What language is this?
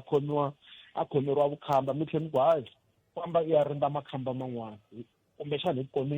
Tsonga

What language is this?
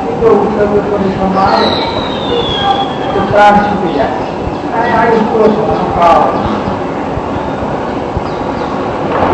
Gujarati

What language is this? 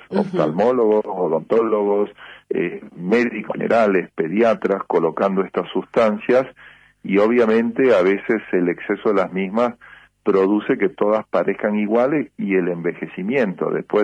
Spanish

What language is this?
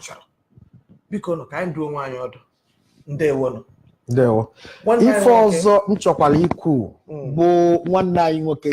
Igbo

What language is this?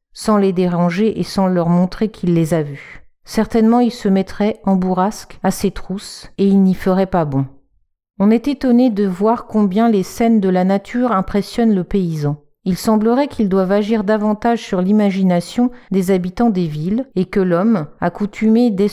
French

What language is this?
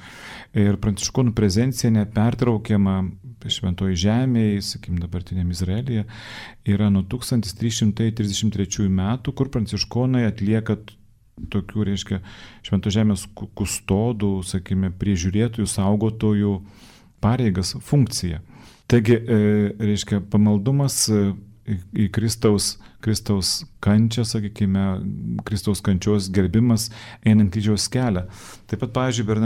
Lithuanian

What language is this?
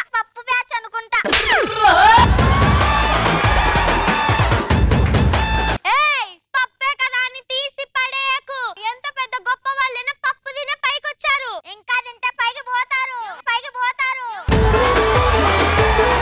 Telugu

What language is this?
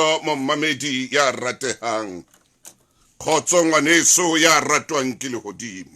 Southern Sotho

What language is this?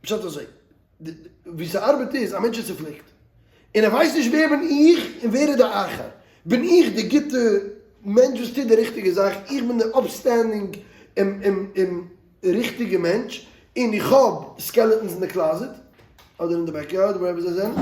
Yiddish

